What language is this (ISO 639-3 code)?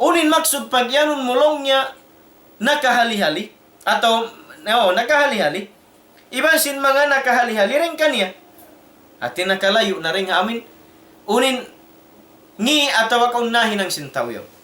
tsg